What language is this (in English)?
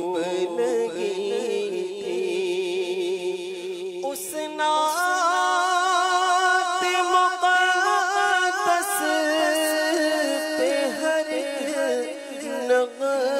Urdu